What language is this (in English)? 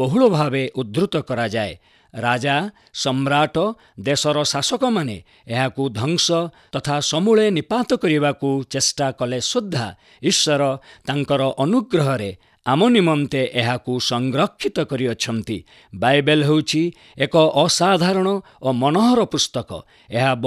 Odia